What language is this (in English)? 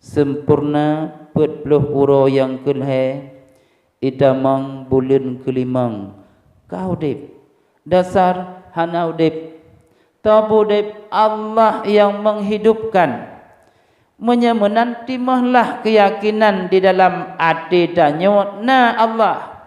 Achinese